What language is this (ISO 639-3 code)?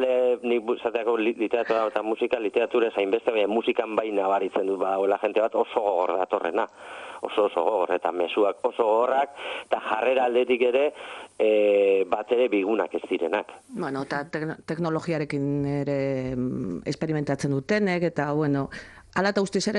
eus